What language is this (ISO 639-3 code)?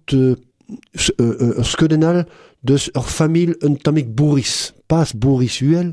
bre